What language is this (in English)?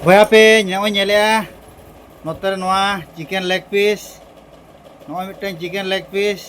Santali